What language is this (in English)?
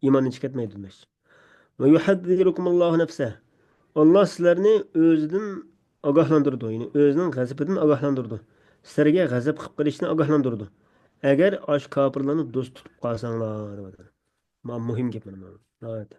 Uyghur